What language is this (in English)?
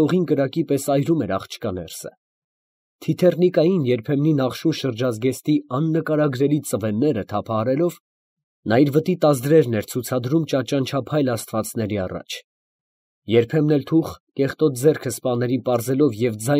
Armenian